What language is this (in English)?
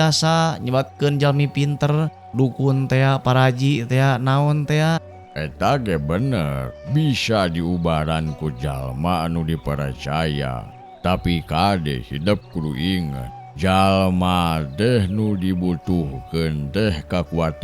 Sundanese